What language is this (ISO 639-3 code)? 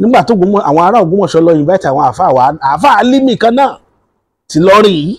yor